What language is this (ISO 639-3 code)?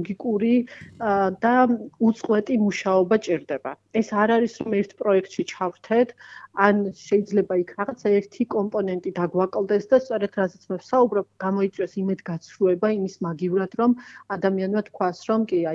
kat